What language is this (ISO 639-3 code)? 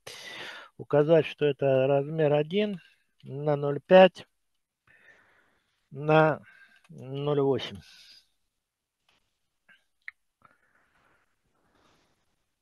rus